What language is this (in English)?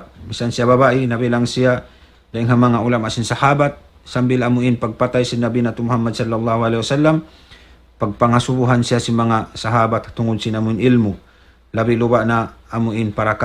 Tausug